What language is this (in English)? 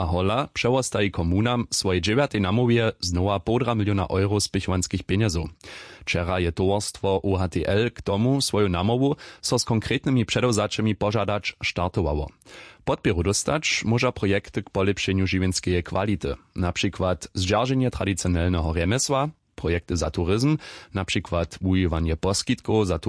Upper Sorbian